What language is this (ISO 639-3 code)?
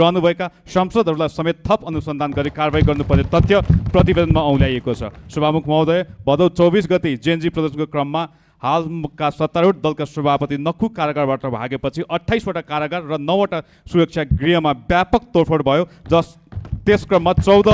nep